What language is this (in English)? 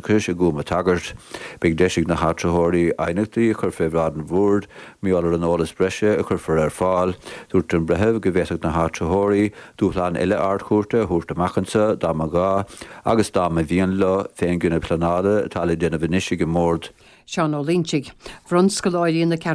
Irish